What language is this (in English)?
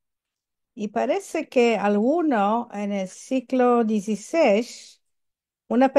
Ladino